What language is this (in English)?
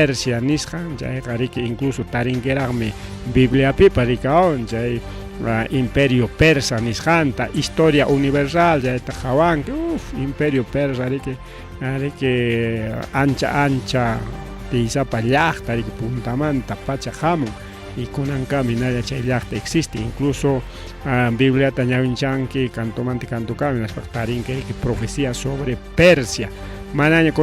Ayacucho Quechua